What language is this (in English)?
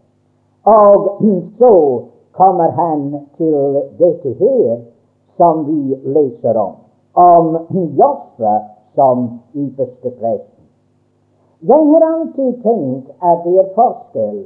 Norwegian